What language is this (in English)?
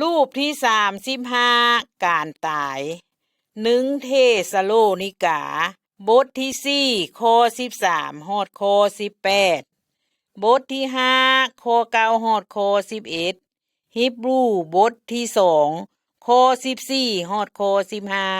Lao